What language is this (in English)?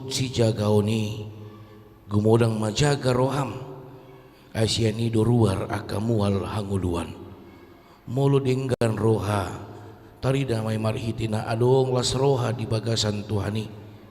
Batak Toba